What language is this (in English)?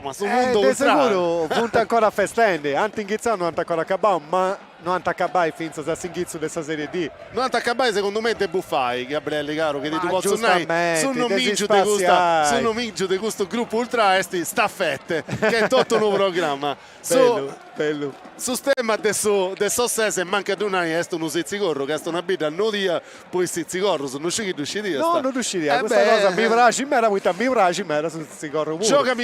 Sardinian